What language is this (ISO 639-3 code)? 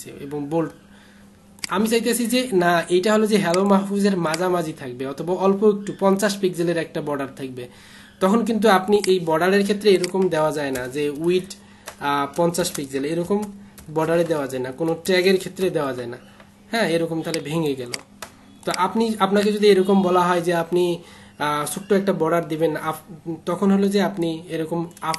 ben